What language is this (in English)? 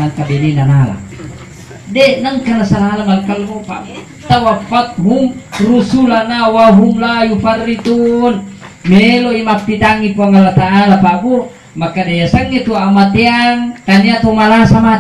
Buginese